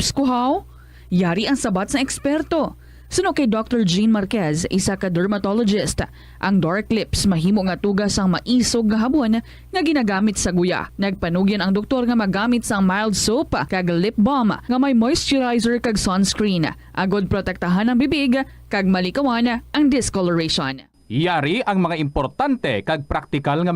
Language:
Hiligaynon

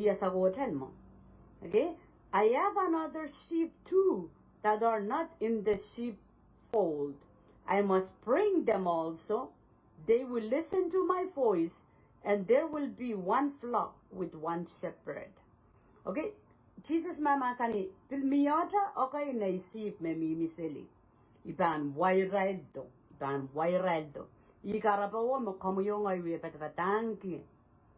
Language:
Pohnpeian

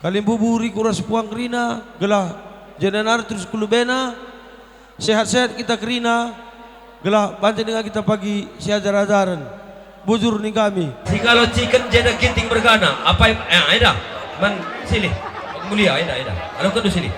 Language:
Batak Karo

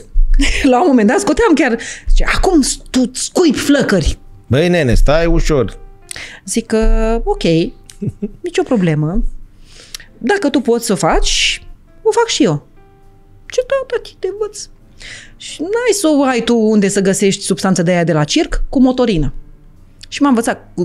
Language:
Romanian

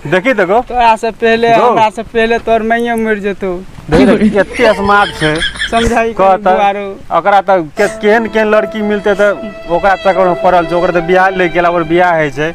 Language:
Maithili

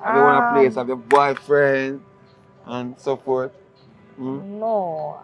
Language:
Jamaican Creole English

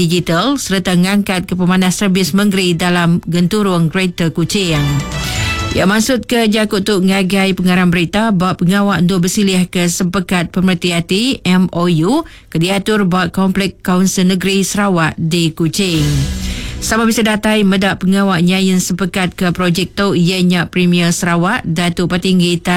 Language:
Iban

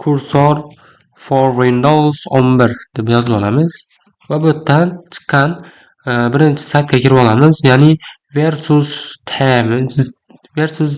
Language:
Uzbek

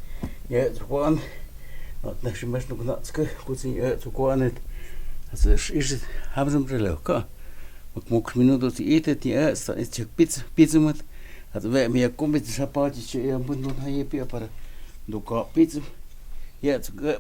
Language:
Totontepec Mixe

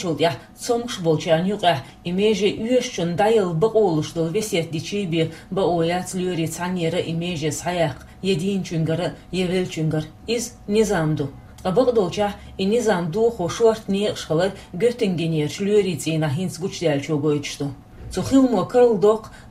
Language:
Chechen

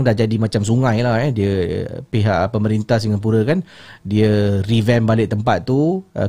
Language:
Malay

